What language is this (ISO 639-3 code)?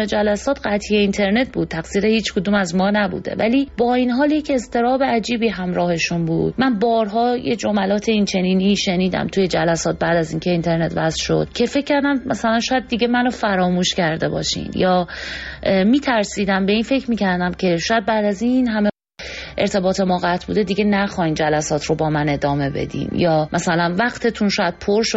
fas